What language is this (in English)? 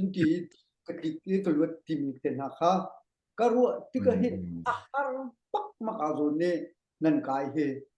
Hakha Chin